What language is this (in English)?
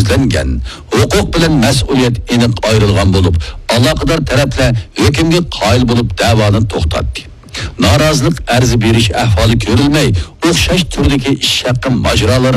Uyghur